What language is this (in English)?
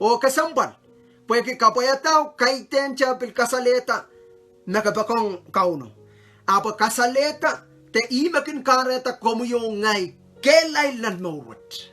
Pohnpeian